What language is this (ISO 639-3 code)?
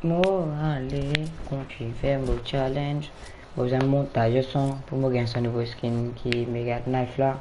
mfe